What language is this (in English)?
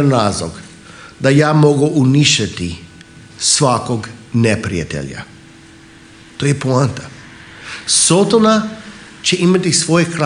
Croatian